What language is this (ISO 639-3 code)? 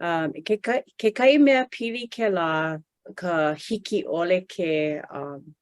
haw